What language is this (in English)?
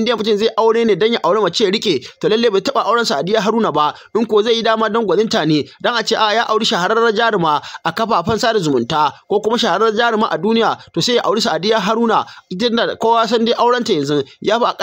Hausa